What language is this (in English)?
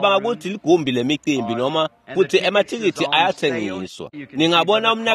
Swati